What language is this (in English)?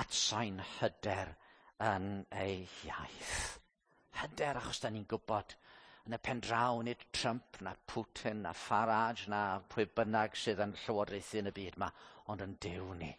Welsh